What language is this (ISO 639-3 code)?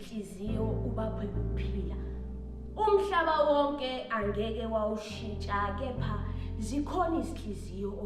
zul